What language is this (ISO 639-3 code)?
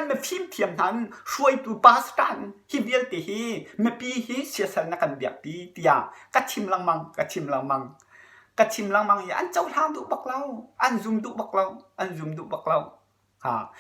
cnh